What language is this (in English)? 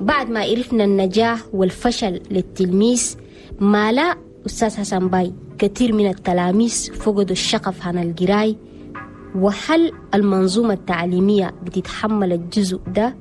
Chadian Arabic